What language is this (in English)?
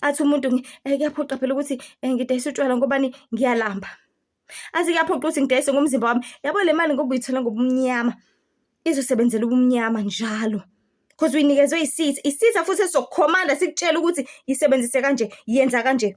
Zulu